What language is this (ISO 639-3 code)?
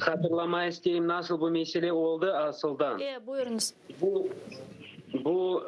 crh